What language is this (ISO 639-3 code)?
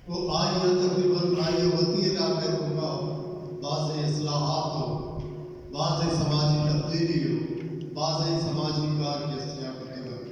bal